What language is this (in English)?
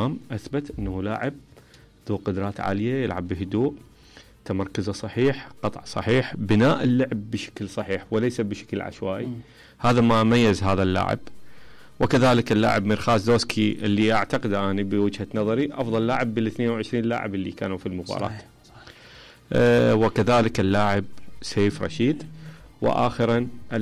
Mesopotamian Arabic